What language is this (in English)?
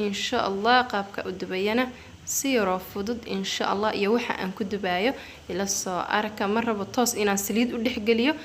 Somali